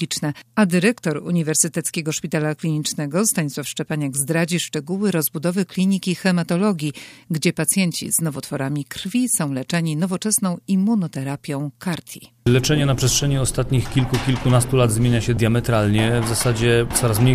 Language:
Polish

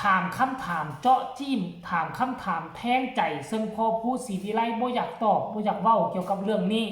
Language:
Northeastern Thai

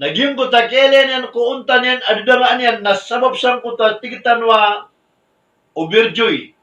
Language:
Maranao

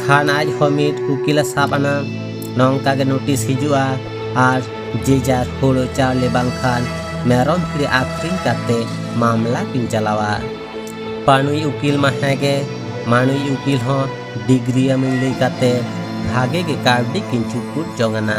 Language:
Santali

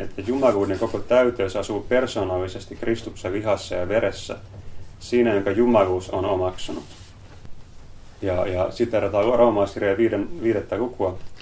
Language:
Finnish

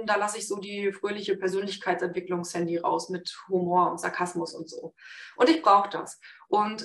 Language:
German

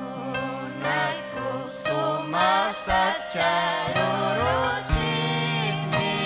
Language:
Ayacucho Quechua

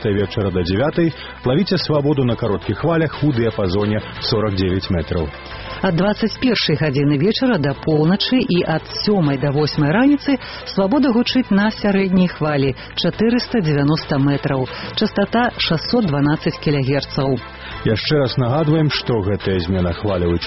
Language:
Belarusian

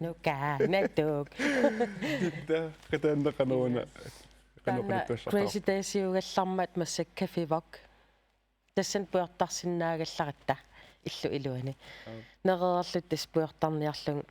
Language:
Kalaallisut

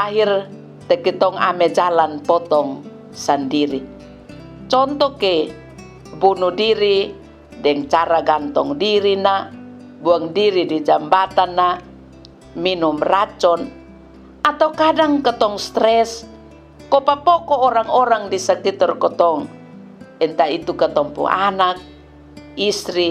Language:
Kupang Malay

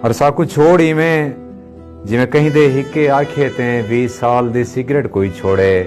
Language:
Saraiki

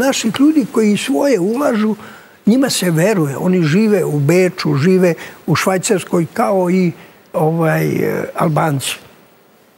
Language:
Serbian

